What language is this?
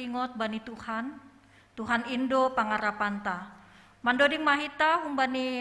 Batak Simalungun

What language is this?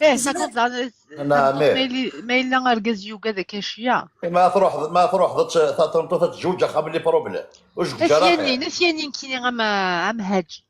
Kabyle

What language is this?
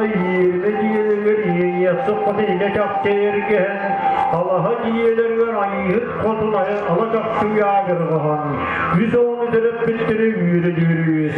Yakut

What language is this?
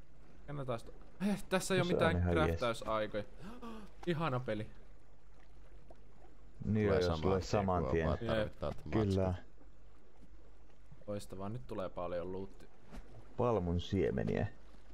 Finnish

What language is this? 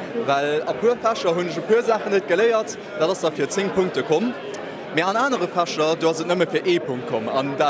Luxembourgish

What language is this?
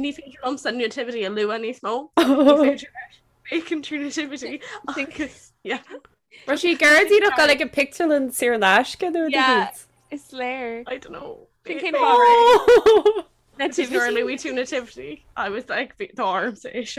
Irish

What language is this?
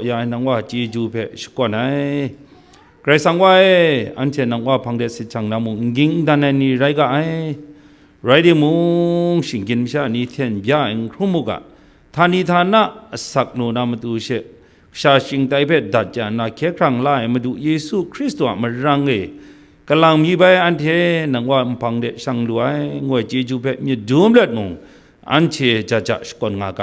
Kachin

